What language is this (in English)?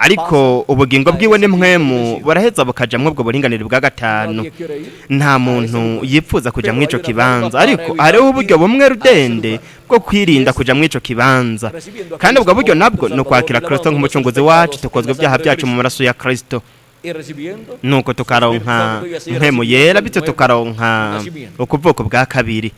Rundi